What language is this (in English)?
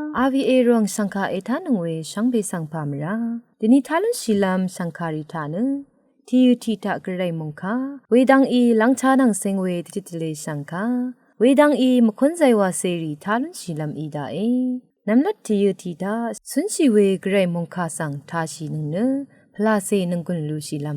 Rawang